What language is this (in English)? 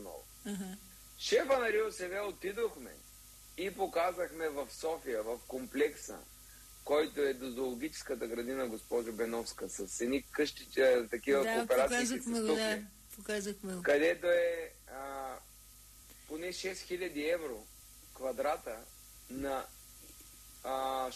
Bulgarian